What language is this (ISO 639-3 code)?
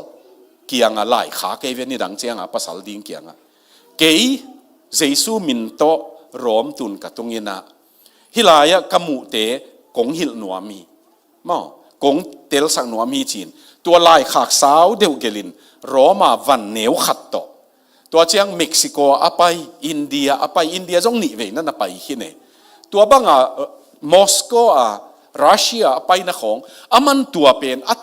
ctd